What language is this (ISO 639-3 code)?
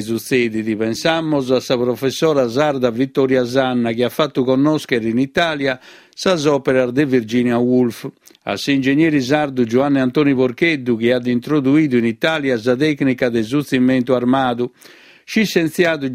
srd